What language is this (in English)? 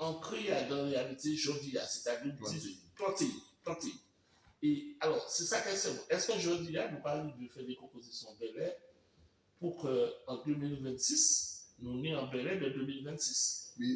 Guadeloupean Creole French